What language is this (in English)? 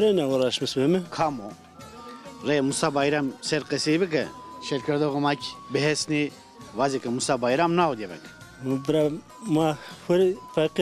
Zaza